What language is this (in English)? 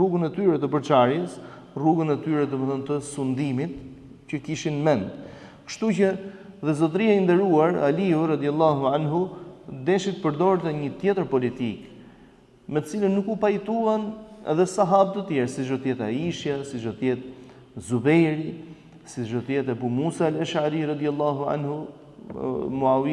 Albanian